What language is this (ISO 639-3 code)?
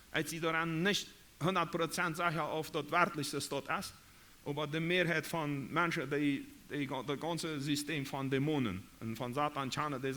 pdt